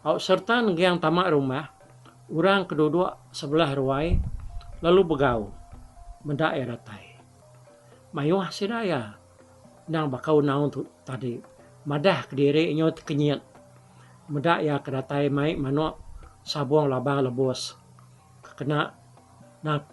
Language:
Iban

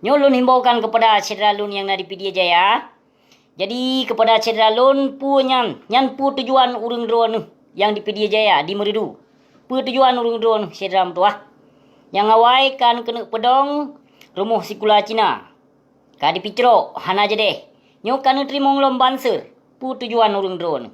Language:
Achinese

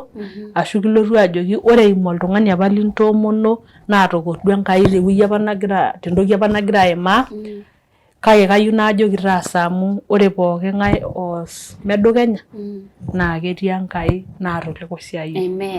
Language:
Masai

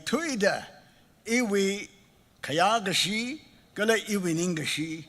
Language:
Tangkhul Naga (India)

